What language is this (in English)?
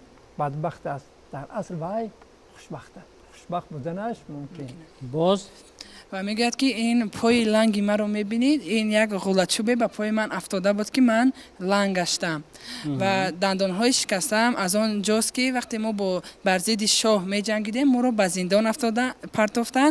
Tajik